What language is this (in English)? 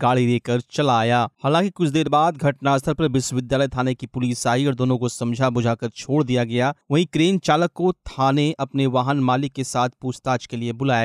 Hindi